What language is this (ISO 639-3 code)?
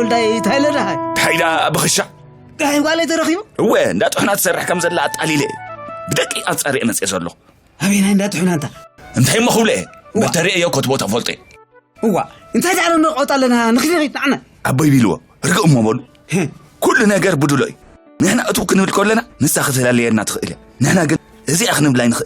tir